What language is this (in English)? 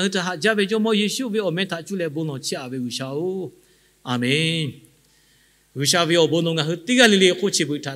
Lahu